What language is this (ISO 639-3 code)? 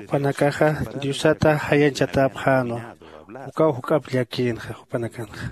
aym